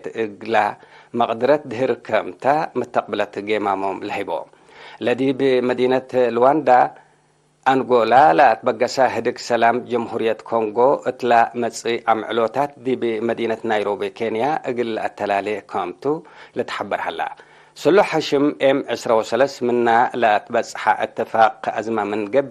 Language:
Tigre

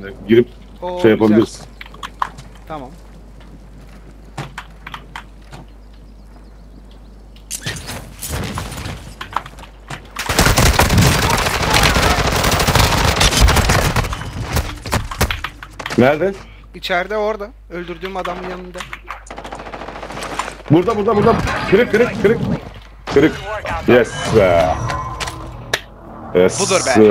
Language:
Turkish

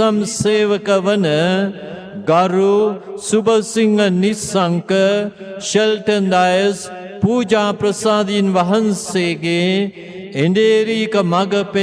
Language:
Sinhala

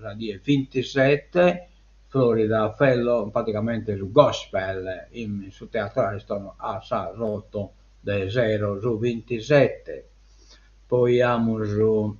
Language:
Sardinian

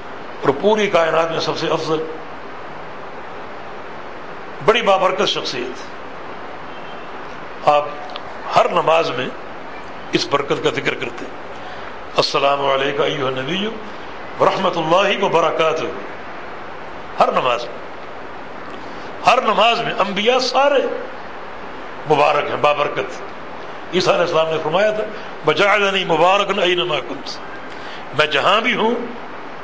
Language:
Urdu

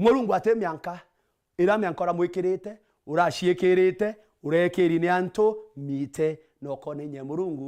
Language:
Meru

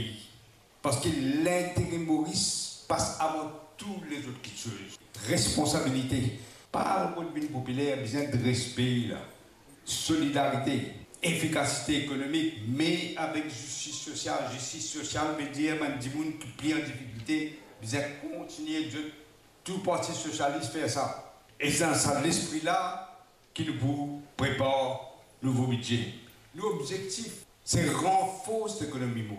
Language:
Morisyen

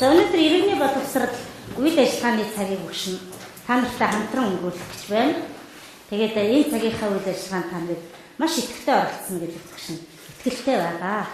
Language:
Mongolian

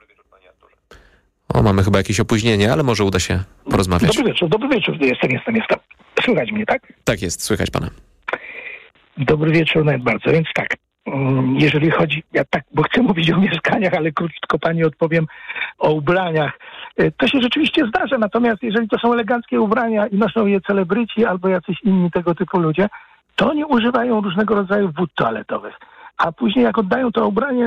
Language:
Polish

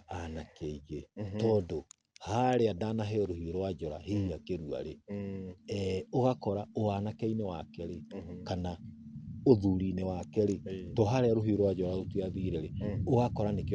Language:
Kikuyu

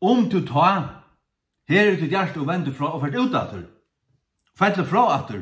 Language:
Faroese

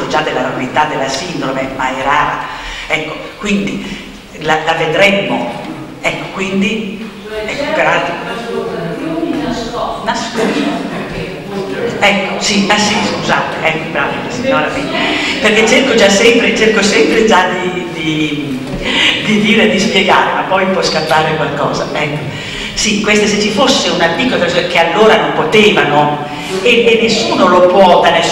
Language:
Italian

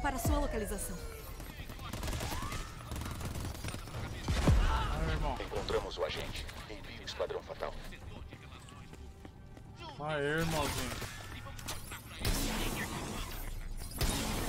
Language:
Portuguese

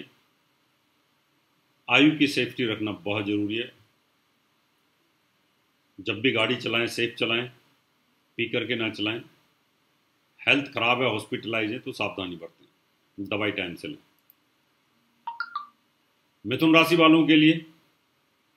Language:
Hindi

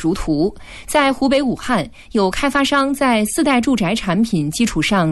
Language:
Chinese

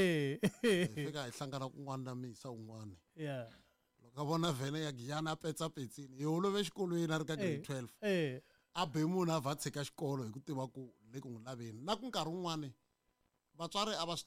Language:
Tsonga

